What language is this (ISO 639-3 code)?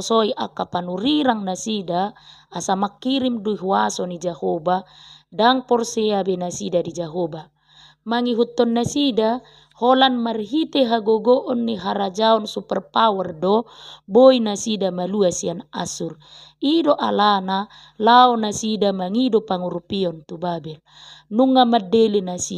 bbc